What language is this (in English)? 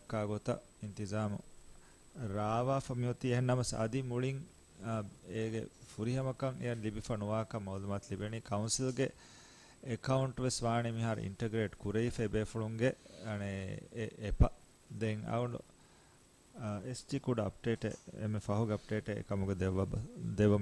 Divehi